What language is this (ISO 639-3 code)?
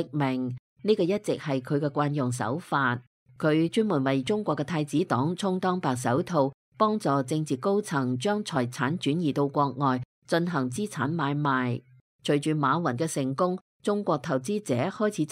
yue